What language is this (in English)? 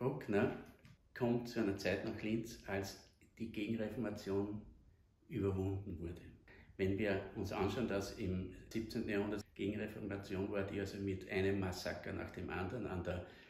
German